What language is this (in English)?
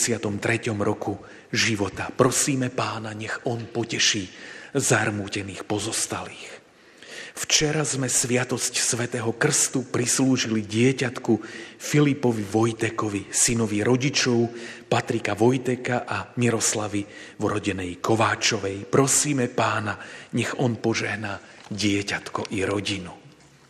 Slovak